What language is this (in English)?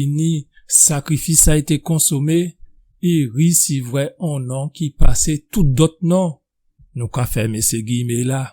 Guadeloupean Creole French